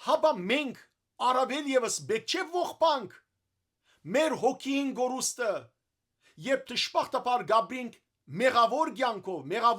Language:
Western Armenian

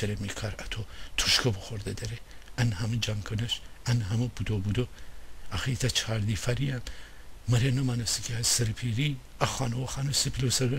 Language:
Gilaki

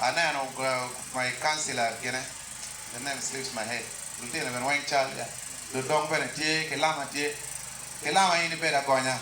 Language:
Acoli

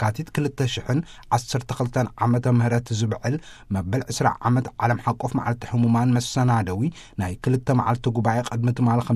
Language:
Tigrinya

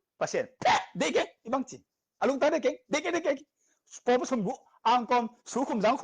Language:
Tedim Chin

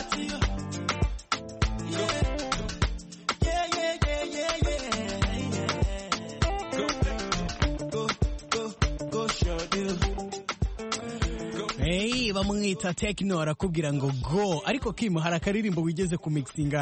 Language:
Kinyarwanda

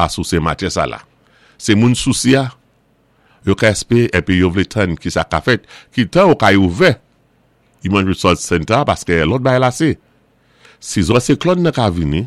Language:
Saint Lucian Creole French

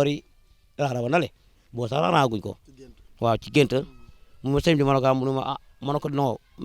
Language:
Wolof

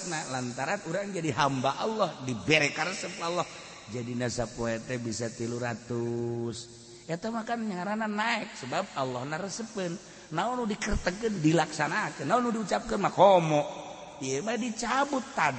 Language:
Sundanese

